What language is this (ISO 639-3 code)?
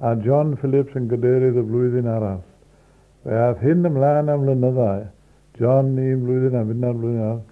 cym